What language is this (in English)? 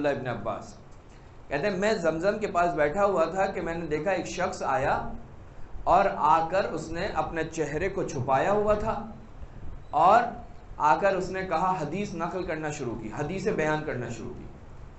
Urdu